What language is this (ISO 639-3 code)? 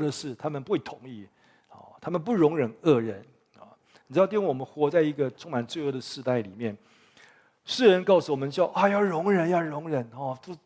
zho